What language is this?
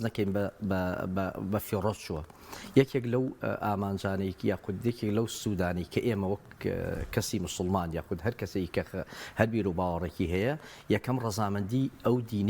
Central Kurdish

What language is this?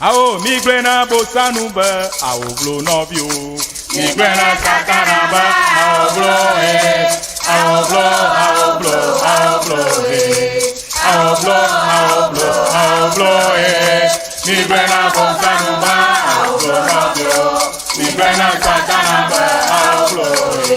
Ewe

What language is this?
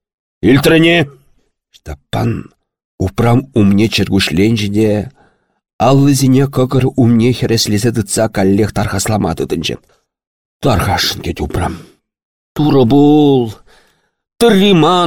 Chuvash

